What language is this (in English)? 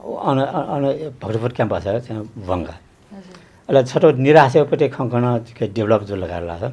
Newari